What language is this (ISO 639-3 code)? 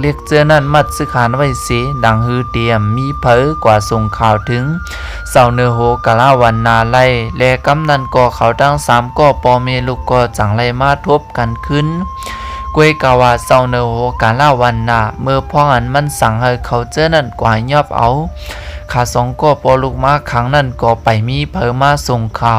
shn